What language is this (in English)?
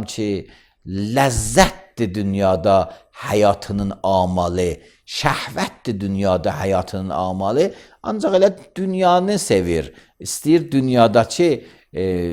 Azerbaijani